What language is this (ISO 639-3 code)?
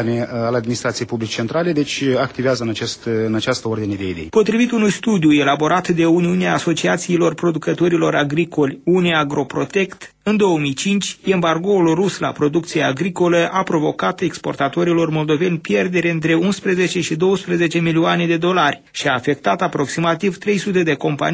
ron